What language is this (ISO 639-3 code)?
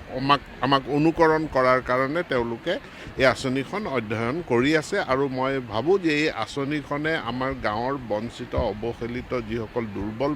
asm